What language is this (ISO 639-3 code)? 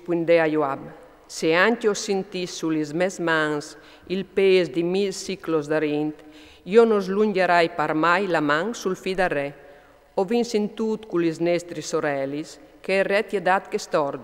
fur